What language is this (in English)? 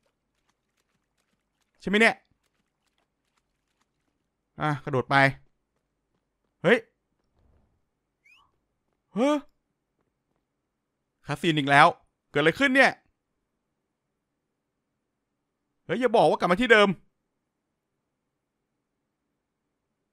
Thai